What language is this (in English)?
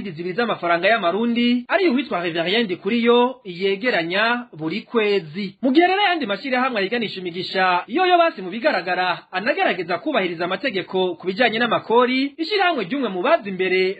Rundi